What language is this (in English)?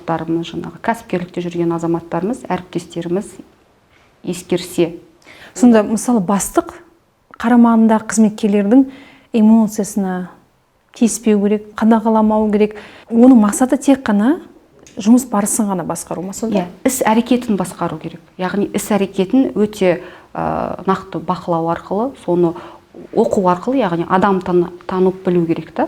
Kazakh